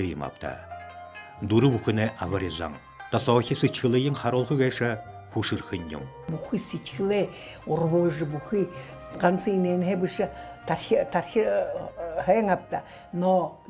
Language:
Buriat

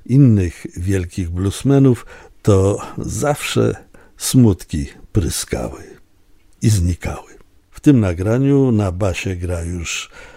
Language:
Polish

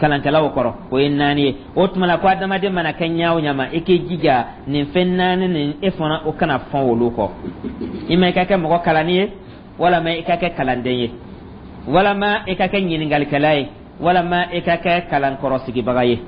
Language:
Dyula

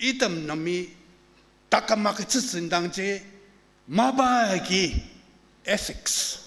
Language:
Ao Naga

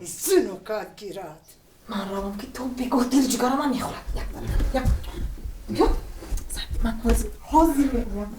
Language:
Tajik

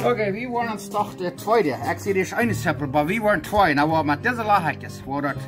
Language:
Plautdietsch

